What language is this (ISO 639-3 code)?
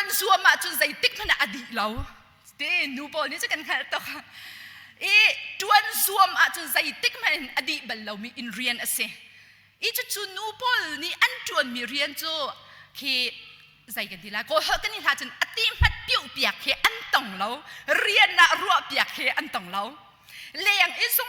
cnh